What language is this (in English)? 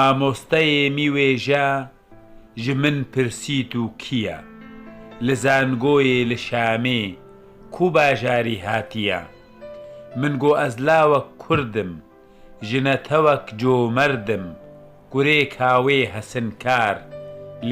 Kurdish